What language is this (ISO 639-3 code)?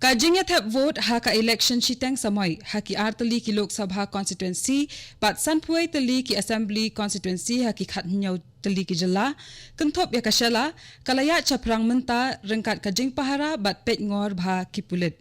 kha